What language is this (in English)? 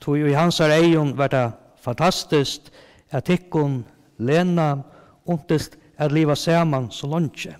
Faroese